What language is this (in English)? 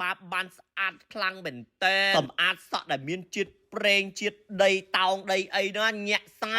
Khmer